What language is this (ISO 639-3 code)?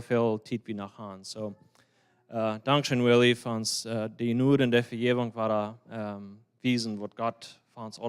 pdt